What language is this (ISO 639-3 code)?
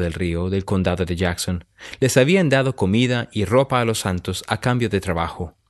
spa